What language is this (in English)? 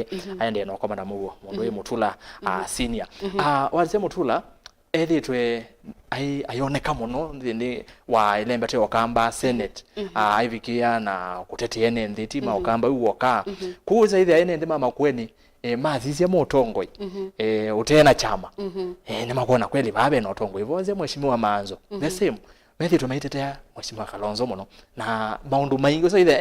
Kamba